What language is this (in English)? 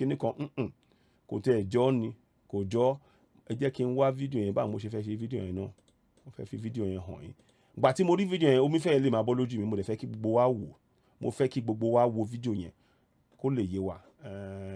Yoruba